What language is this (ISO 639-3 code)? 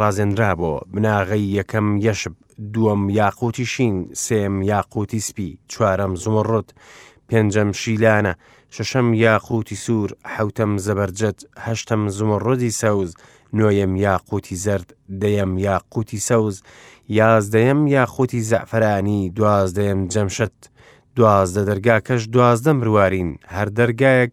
ckb